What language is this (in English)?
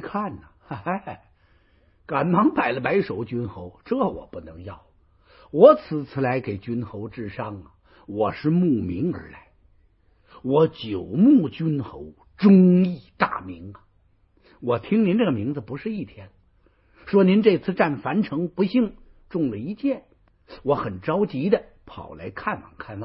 Chinese